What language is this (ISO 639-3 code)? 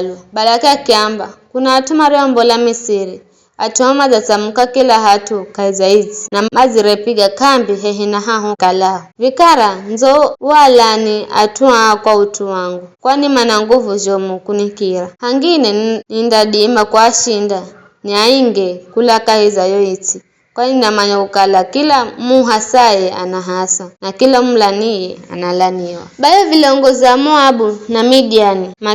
nyf